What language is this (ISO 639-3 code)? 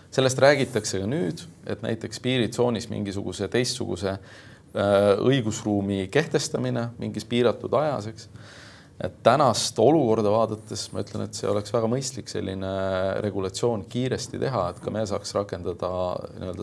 est